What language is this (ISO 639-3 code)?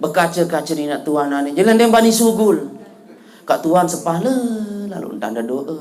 sas